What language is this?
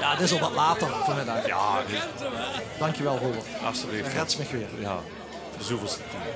Limburgish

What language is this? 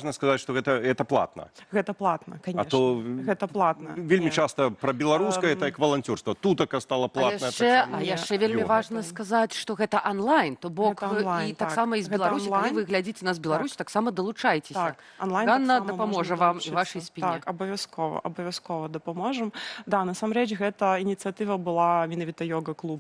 Belarusian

